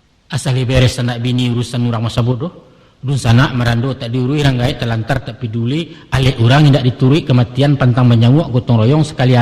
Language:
Minangkabau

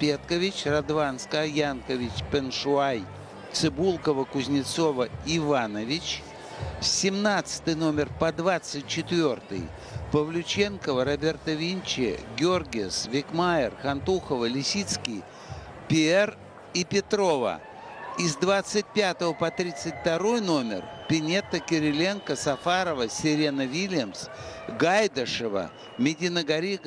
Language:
Russian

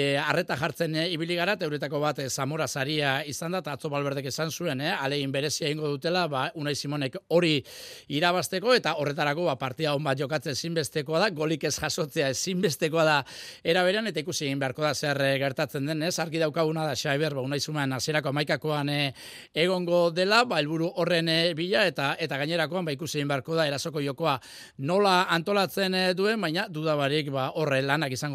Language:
Basque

